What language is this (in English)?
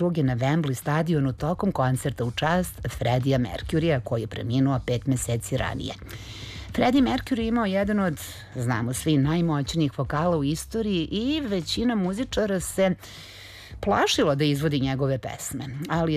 Serbian